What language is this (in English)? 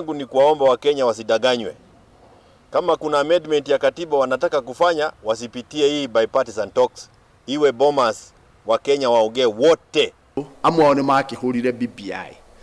Kikuyu